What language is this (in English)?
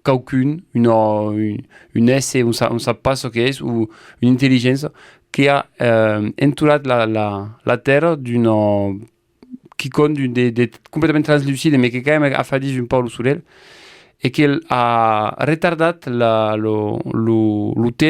Occitan